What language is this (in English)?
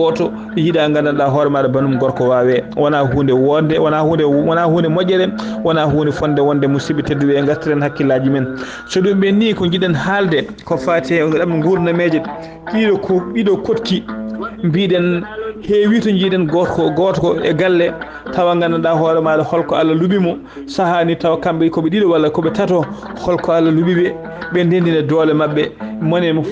Fula